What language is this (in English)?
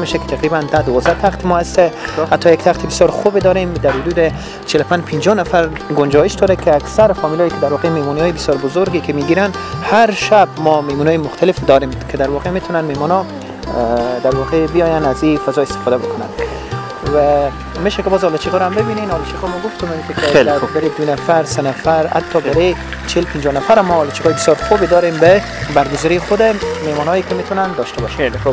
Persian